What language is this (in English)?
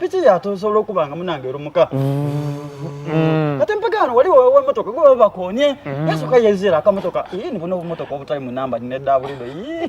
Soga